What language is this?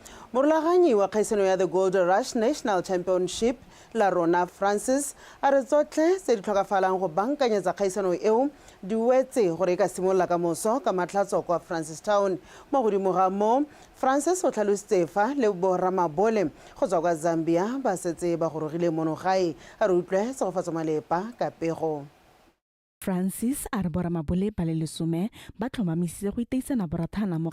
Tswana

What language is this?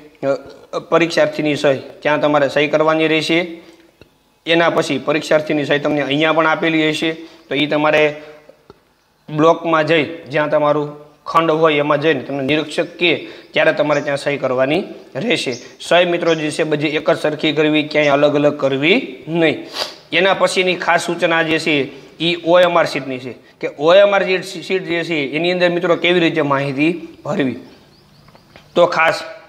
Gujarati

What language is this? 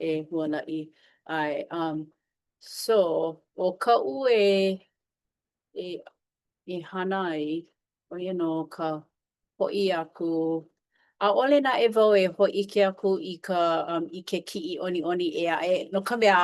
Hawaiian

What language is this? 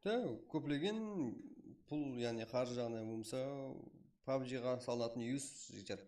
Kara-Kalpak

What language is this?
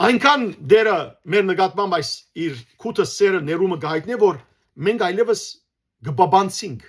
Western Armenian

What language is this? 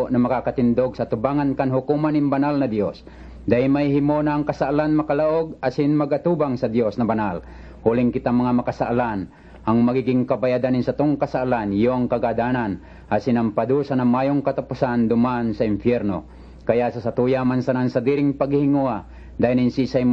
Bikol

